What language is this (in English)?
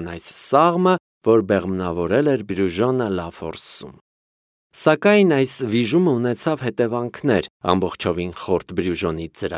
Armenian